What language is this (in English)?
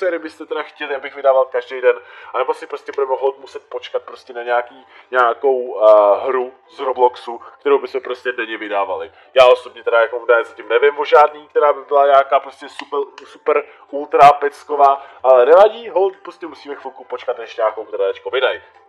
Czech